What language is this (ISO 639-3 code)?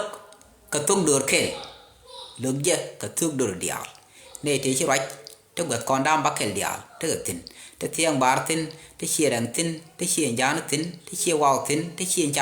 nus